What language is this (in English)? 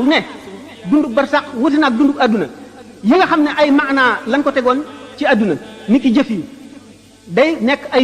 Wolof